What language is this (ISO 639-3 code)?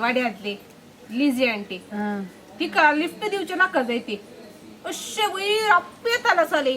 kok